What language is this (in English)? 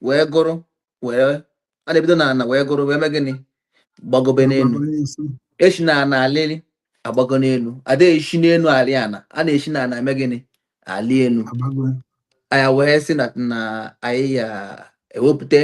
Igbo